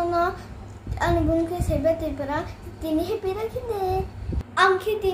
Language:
Kok Borok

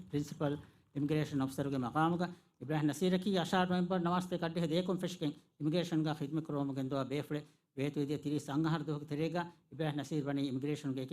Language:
Divehi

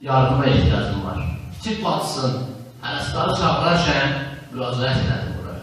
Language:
South Azerbaijani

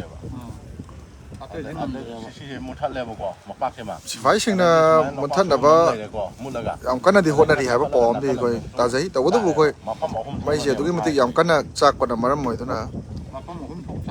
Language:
Manipuri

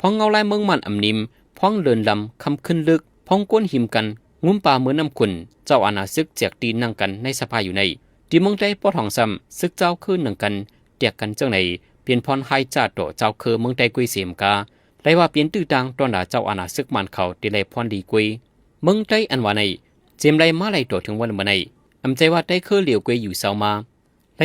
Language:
Shan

